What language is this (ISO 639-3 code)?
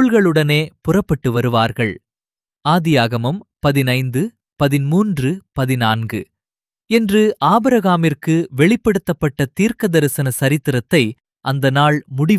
tam